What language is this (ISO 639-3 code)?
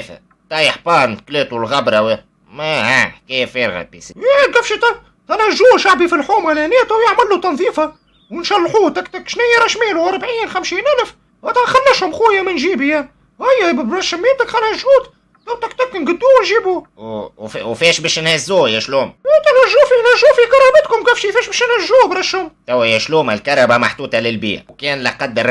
aeb